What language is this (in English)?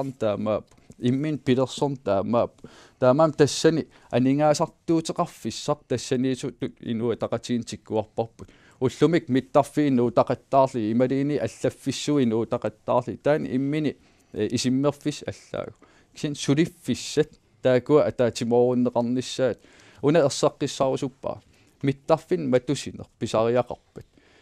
Kalaallisut